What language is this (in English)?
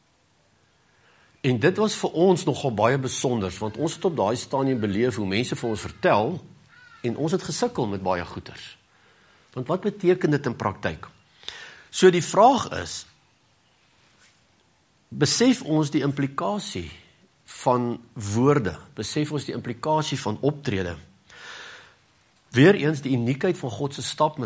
Afrikaans